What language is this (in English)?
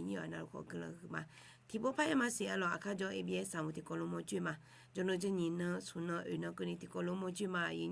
Akha